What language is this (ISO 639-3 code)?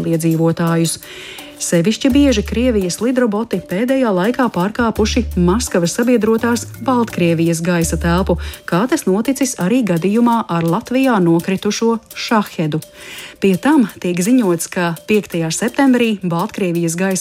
lav